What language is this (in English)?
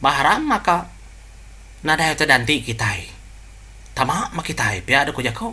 Iban